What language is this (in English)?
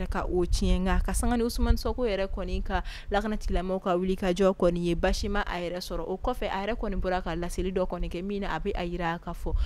Bambara